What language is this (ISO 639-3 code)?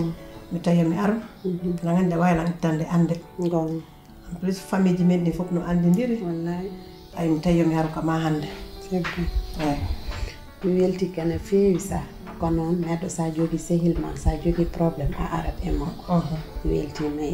fuf